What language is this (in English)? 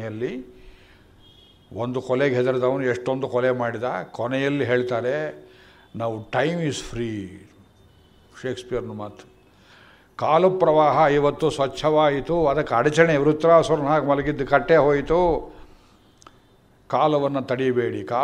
Kannada